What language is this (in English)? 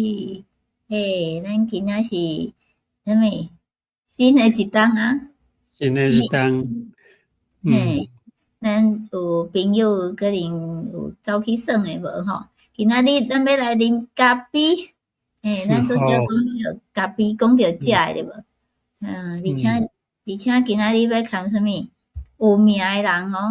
Min Nan Chinese